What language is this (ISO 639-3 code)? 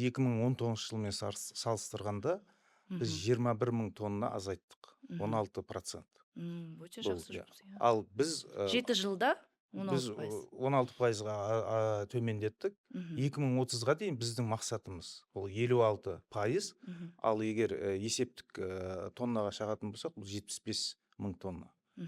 kaz